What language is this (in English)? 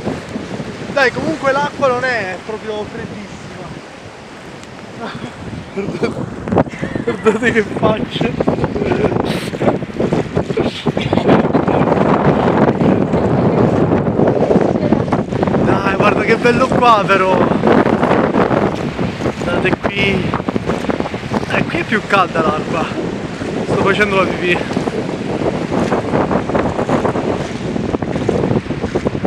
Italian